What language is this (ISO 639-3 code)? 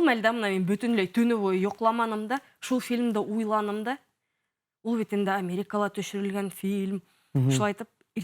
bak